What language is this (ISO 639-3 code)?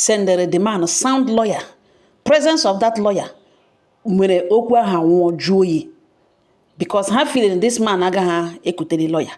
ibo